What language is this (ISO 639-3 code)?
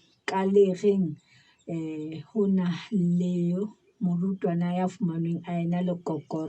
sot